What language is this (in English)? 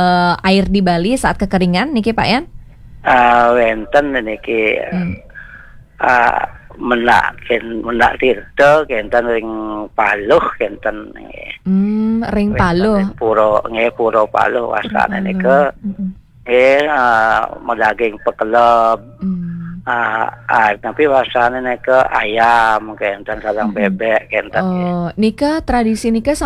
Balinese